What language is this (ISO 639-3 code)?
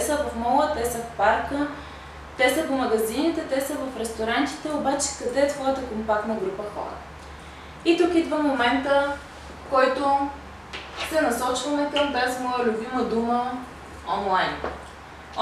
bul